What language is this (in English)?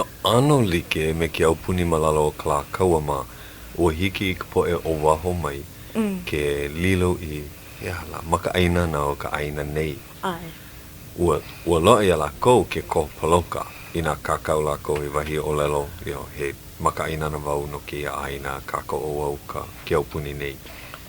Hawaiian